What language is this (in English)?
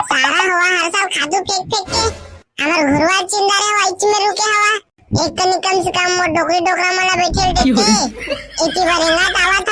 Chhattisgarhi